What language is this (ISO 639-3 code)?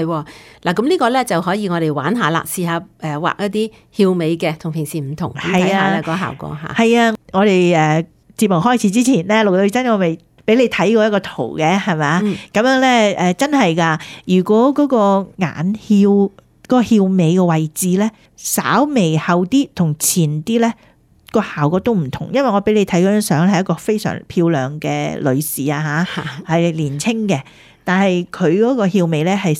yue